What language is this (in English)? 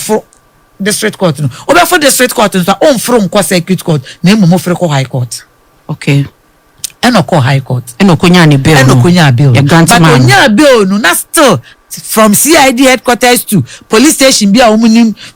Akan